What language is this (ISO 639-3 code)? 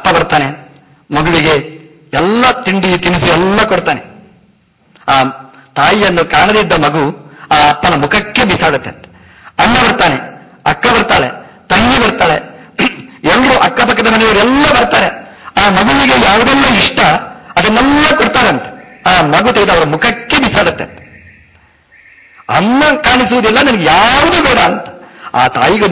kan